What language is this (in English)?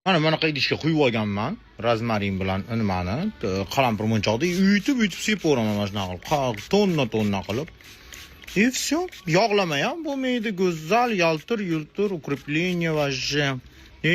Uzbek